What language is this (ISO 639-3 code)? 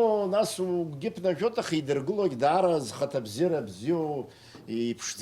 abk